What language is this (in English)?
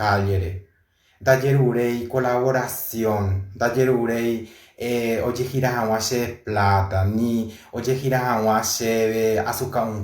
Guarani